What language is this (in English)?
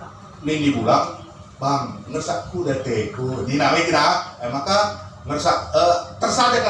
Batak Karo